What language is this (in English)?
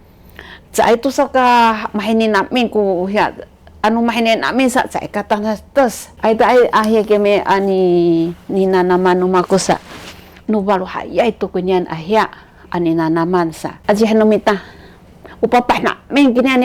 Sakizaya